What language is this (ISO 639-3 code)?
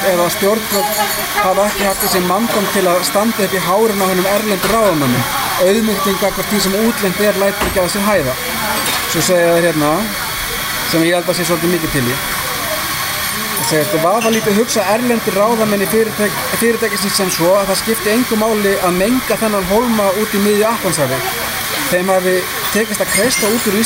isl